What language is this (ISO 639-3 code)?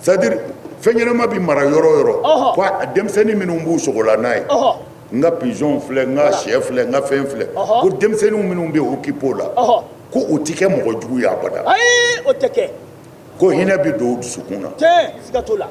bam